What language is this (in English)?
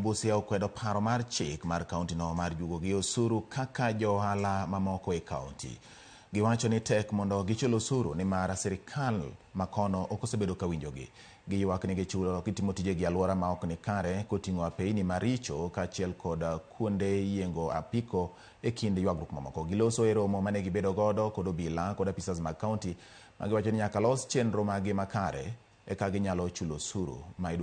Luo (Kenya and Tanzania)